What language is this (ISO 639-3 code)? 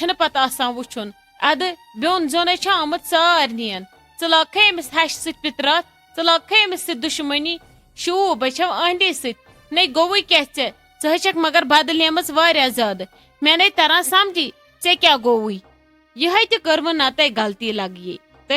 kas